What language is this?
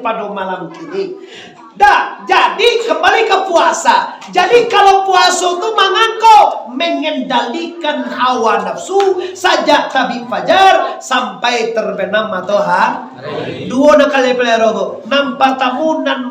Minangkabau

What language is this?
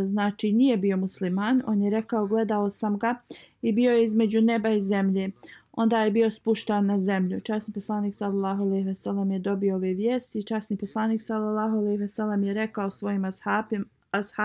Bosnian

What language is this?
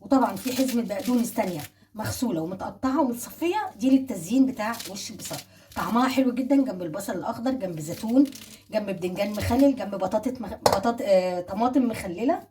Egyptian Arabic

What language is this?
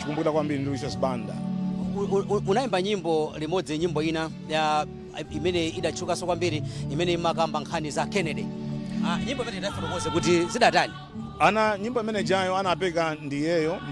Nyanja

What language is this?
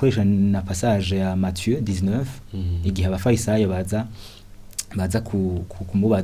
Rundi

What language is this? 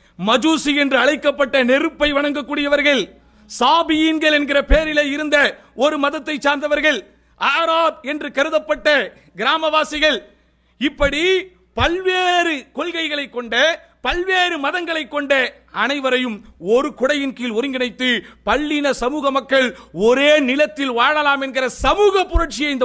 Tamil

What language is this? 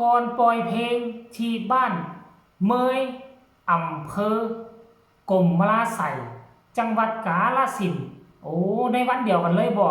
Northeastern Thai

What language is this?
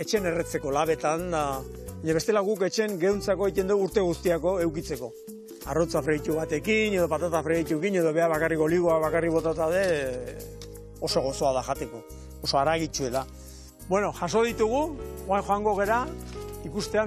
Basque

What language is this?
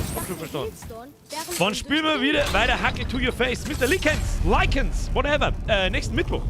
Bavarian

